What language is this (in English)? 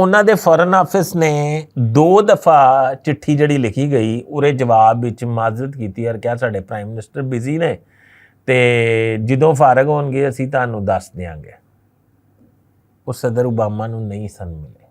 Western Panjabi